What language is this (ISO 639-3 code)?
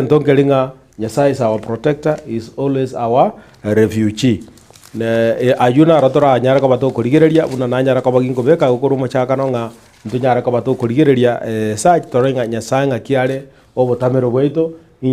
guz